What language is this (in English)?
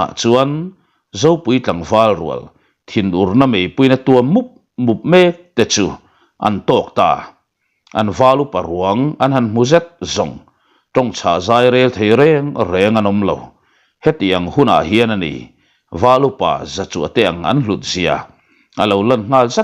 Mizo